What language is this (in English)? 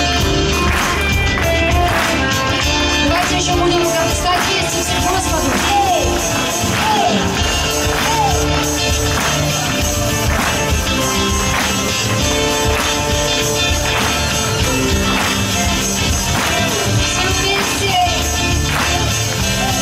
Russian